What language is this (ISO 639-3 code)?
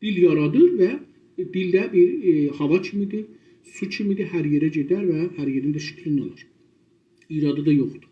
azb